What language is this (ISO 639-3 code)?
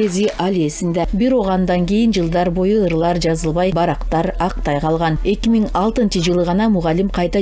kir